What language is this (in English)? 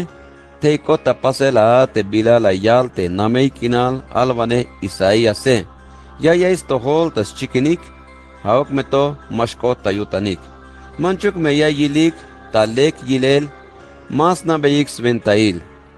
Tzeltal